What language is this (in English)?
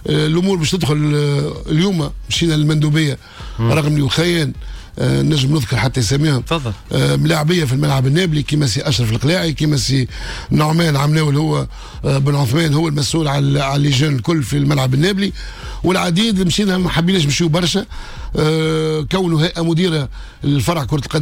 Tunisian Arabic